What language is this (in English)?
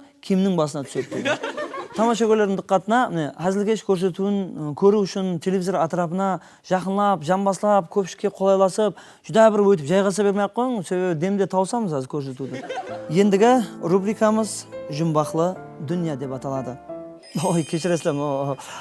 Kara-Kalpak